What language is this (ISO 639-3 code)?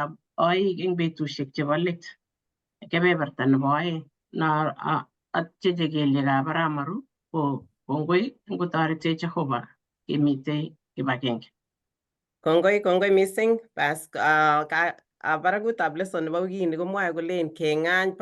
kln